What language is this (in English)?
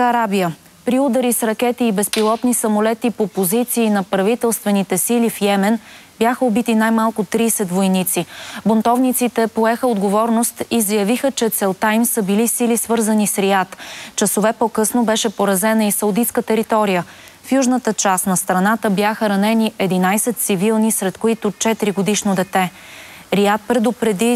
Bulgarian